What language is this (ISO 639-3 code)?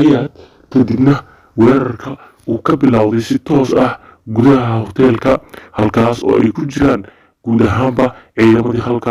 som